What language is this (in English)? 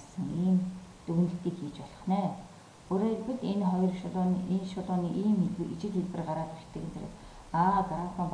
Mongolian